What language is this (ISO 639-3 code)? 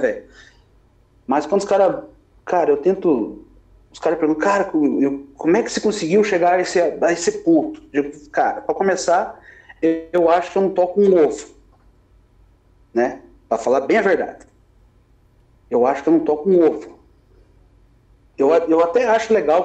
por